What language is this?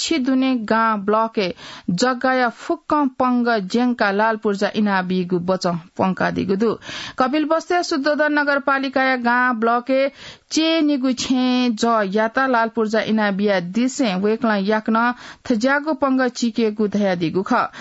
Newari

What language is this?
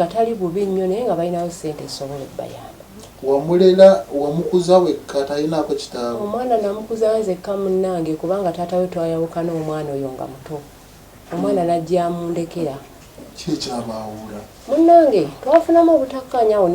Ganda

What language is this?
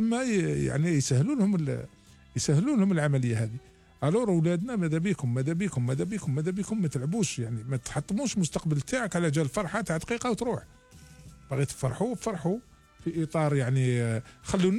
Algerian Arabic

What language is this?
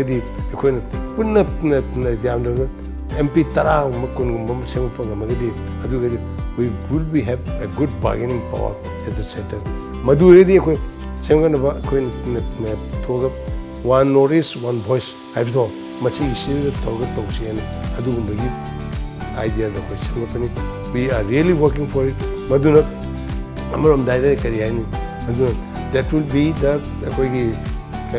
Manipuri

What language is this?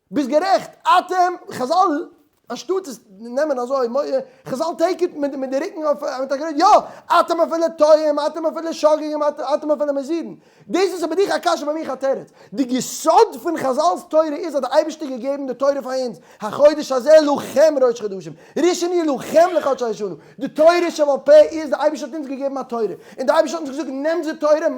Yiddish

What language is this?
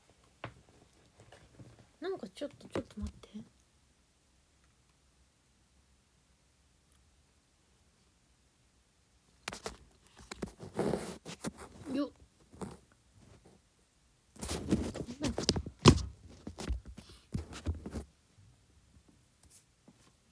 Japanese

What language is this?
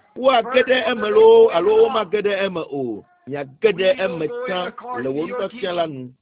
Ewe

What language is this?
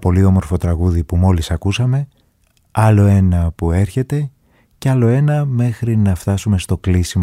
Greek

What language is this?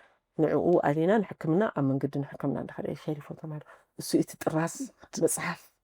Tigrinya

